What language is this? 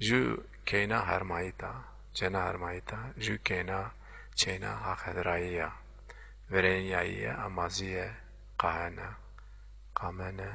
Zaza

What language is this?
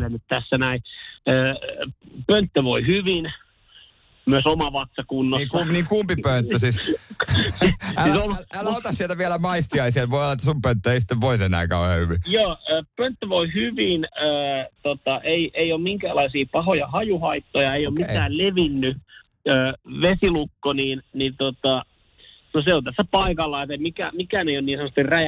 Finnish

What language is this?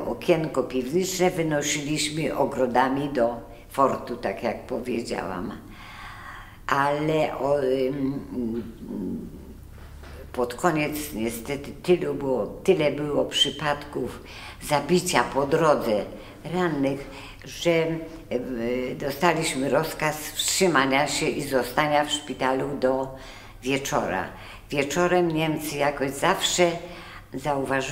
Polish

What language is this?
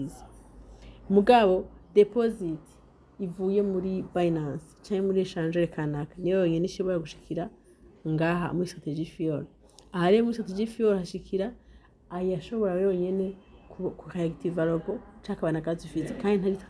Rundi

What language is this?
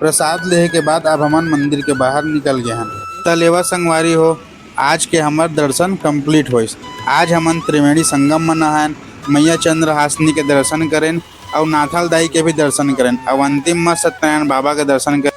Chhattisgarhi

